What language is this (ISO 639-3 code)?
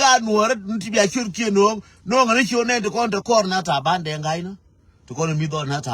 nus